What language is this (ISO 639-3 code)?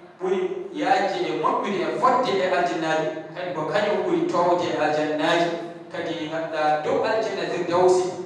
ful